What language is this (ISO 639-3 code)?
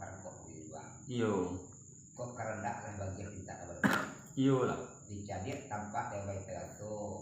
min